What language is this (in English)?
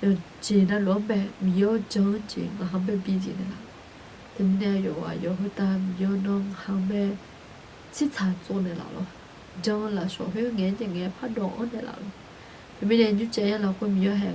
Akha